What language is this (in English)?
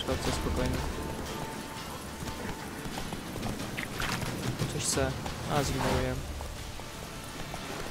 Polish